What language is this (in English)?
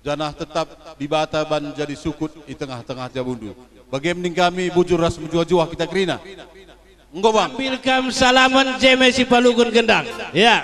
Batak Karo